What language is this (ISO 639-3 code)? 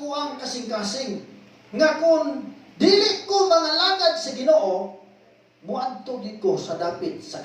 ceb